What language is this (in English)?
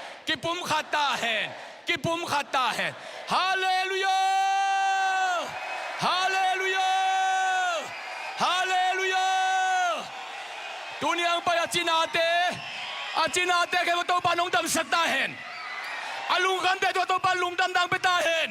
Tedim Chin